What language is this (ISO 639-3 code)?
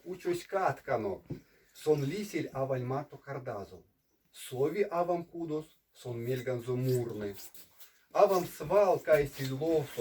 myv